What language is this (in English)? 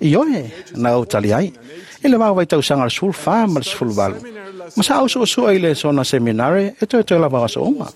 Samoan